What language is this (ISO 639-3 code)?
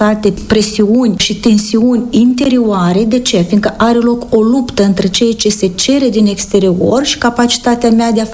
ron